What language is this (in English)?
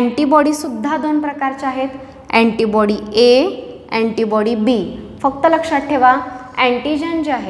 Marathi